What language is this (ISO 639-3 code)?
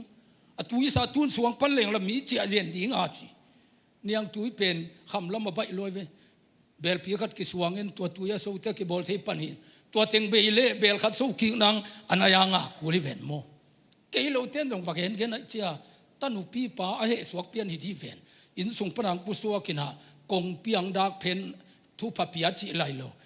ctd